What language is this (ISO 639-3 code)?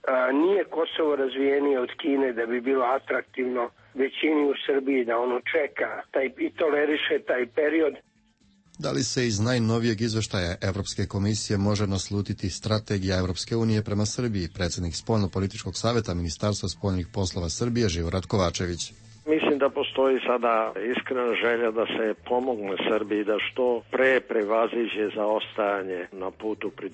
srp